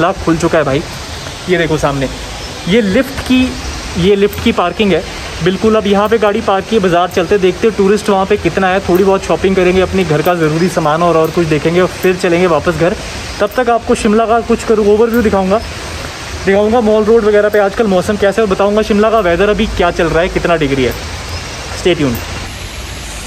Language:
Hindi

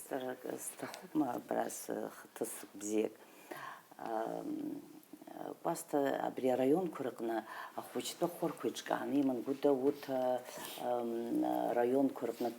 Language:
Abkhazian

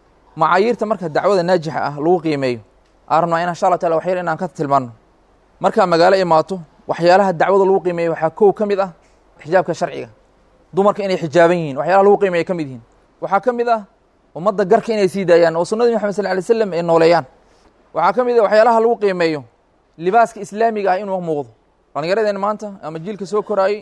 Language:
Somali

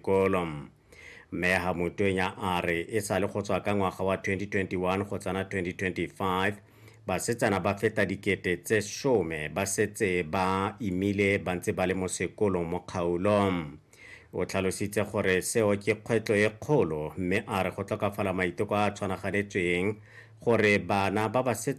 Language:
Tswana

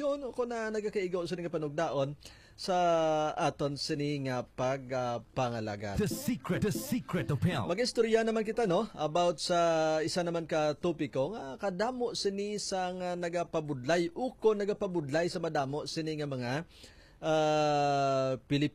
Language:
Hiligaynon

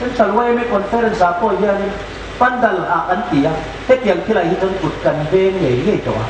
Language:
Hmar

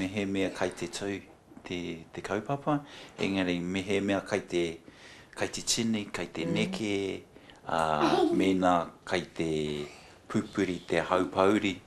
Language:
Māori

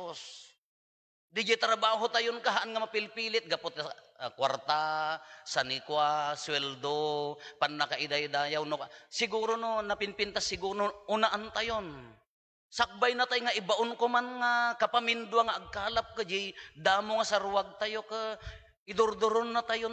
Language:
Iloko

